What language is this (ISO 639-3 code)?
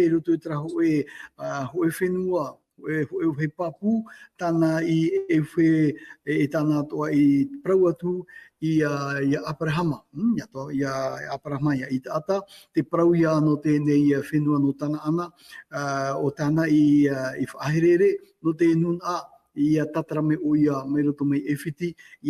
tah